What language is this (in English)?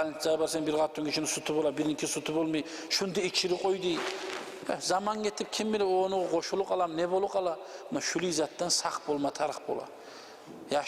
Kumyk